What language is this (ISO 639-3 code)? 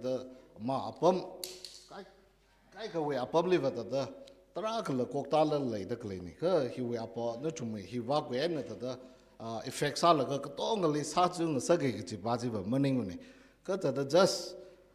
nmf